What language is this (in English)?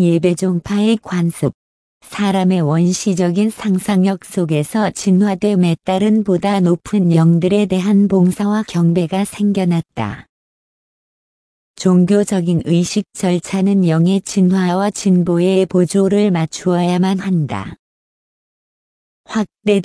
Korean